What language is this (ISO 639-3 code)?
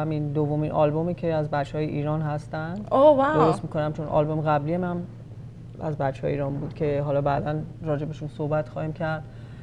fas